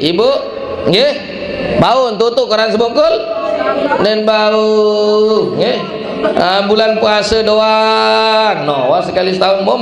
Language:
Sasak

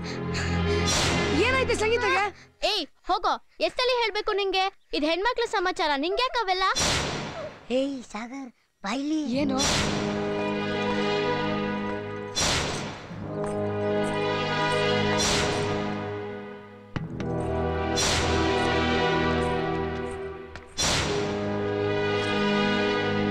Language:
Kannada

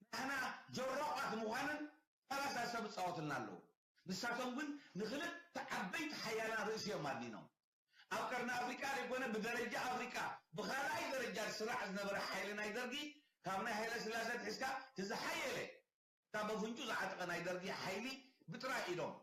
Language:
Tigrinya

